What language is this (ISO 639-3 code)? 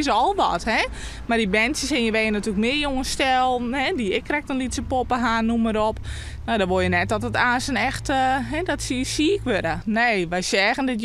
fry